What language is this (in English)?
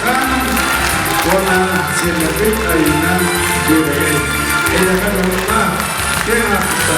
Yakut